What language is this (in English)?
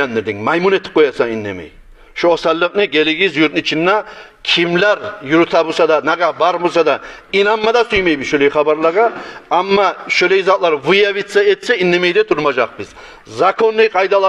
Kumyk